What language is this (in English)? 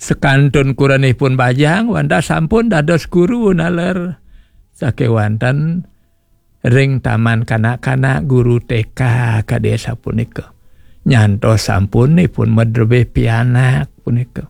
Balinese